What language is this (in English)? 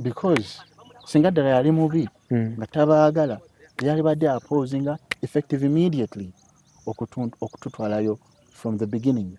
Ganda